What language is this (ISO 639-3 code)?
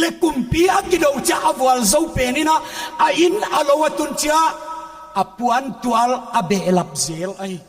pck